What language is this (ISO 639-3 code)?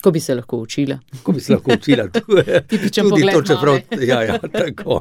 slv